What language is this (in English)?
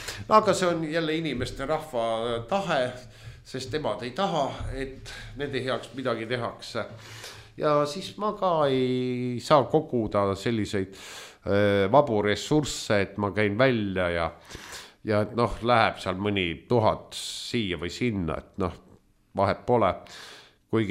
Estonian